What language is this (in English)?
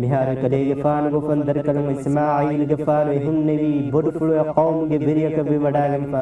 Divehi